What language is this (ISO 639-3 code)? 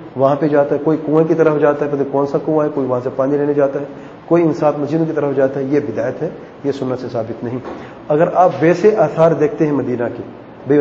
urd